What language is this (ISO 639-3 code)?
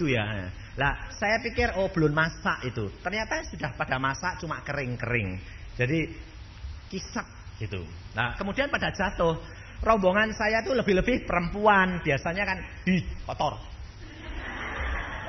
ind